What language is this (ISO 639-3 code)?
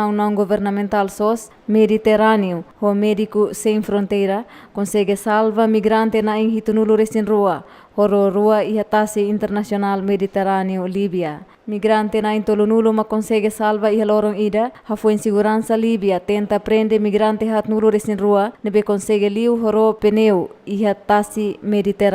tet